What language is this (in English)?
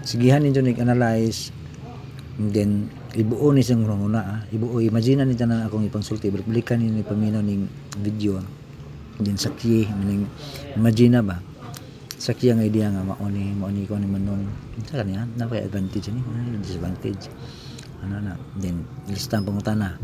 Cebuano